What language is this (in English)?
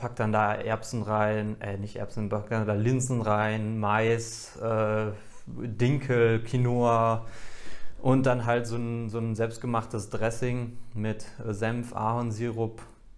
German